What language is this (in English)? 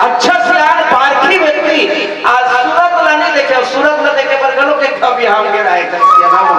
Chhattisgarhi